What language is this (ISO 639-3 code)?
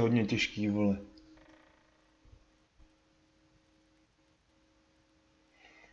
ces